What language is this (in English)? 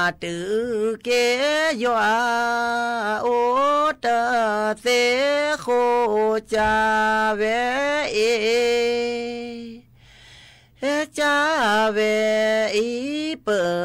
S'gaw Karen